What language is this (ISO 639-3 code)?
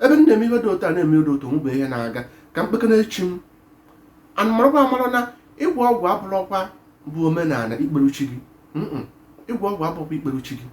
ibo